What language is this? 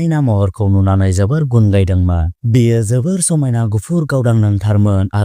Bodo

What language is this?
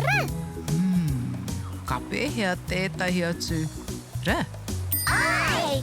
Māori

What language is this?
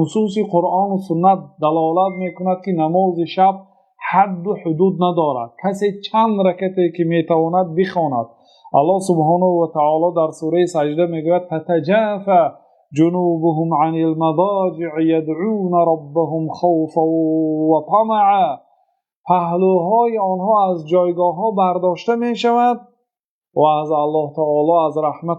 Tajik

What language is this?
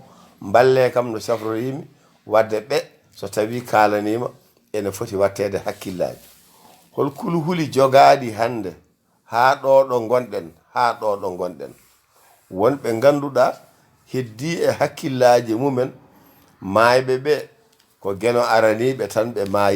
Fula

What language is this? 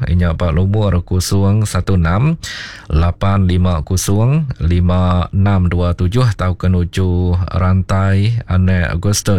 Iban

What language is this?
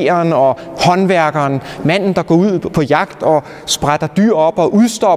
Danish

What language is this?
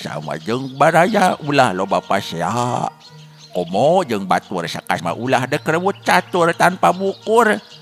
Sundanese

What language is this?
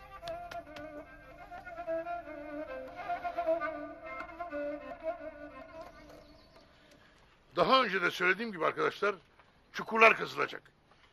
Turkish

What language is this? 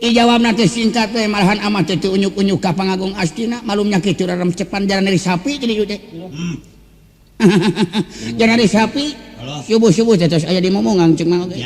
Sundanese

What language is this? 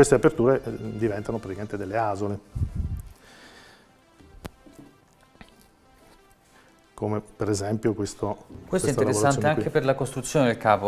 Italian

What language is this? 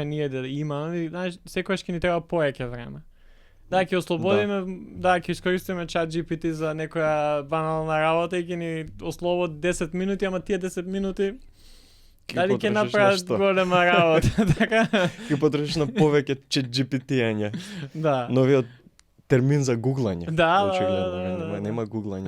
Macedonian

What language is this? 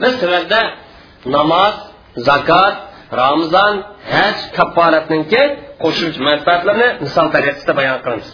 Uyghur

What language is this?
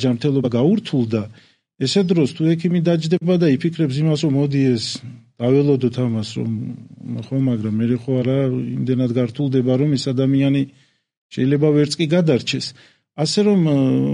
Georgian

